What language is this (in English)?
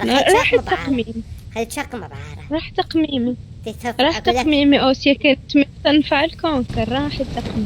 Mesopotamian Arabic